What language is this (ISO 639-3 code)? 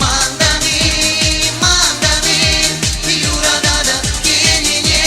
chv